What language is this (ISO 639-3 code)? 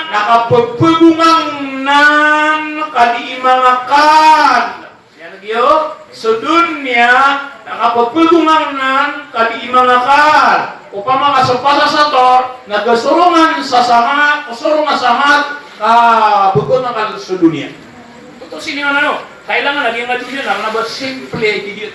mrw